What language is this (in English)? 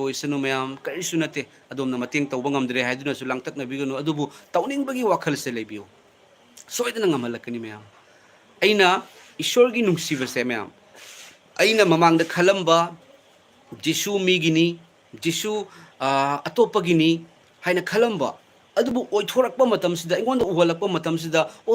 Manipuri